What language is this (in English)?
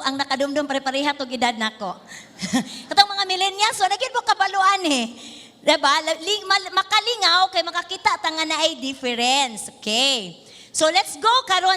Cebuano